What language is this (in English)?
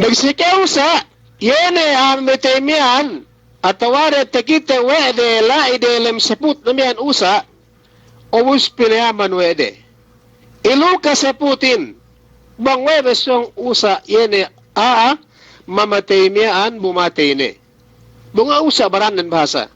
Yakan